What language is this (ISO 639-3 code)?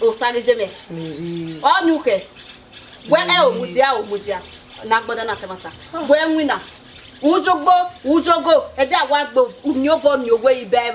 bin